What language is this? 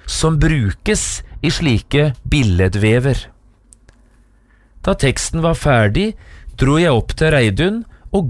Norwegian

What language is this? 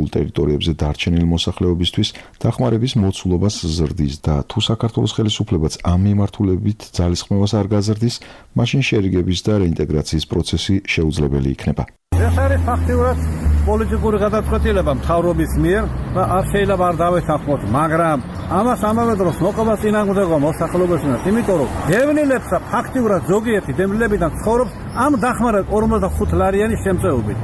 Georgian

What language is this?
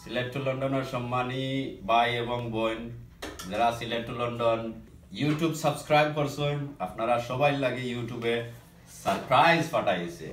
Sylheti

